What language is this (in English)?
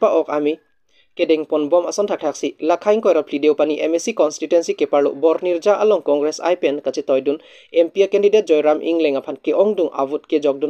Karbi